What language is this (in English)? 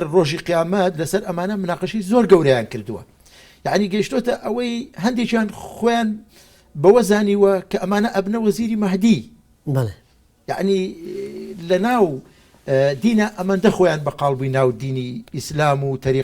Central Kurdish